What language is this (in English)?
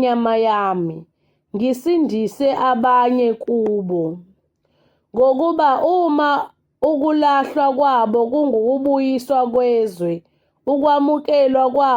Zulu